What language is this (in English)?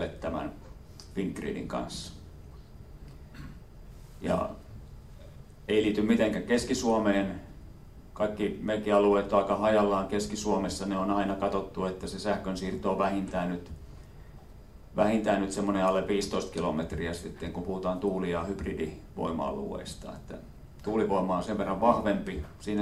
Finnish